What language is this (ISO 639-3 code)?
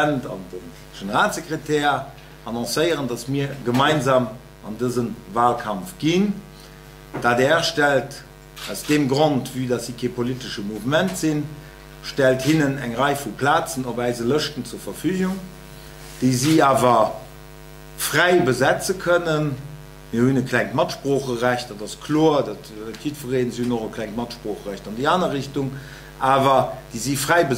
ltz